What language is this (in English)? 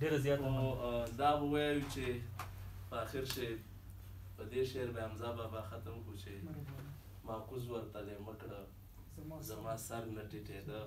Pashto